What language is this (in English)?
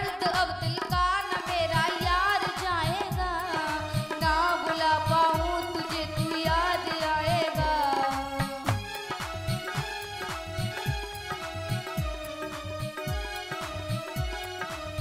Hindi